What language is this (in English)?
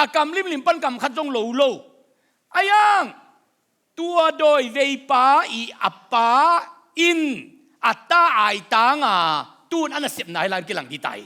Tedim Chin